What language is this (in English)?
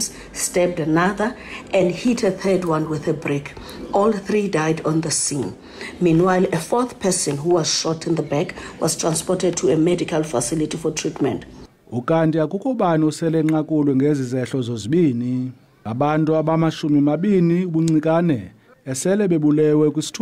Zulu